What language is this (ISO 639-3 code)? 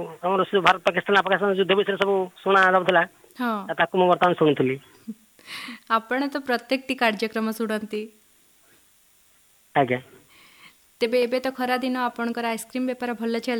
ori